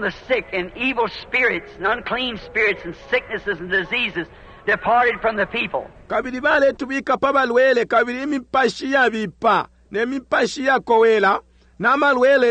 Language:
Bemba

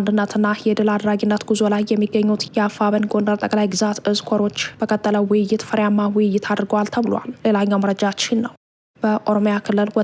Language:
Amharic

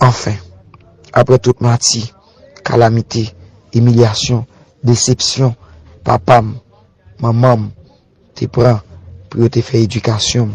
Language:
Haitian Creole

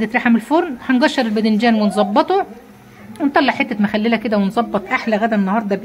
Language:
Egyptian Arabic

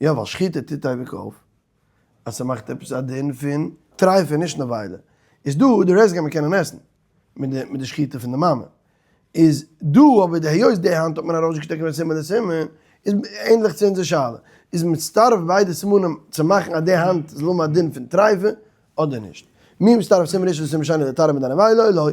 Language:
Yiddish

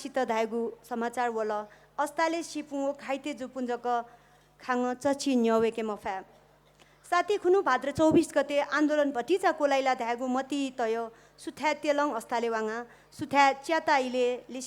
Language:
Newari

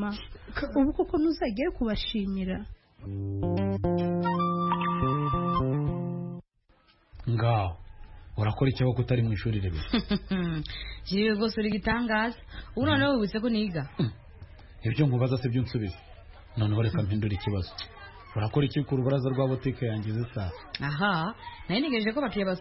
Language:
Kinyarwanda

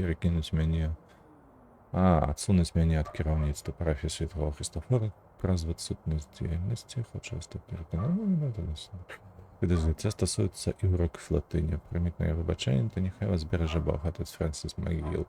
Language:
Belarusian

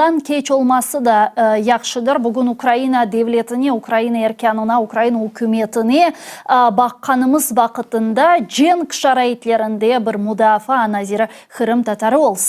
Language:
Crimean Tatar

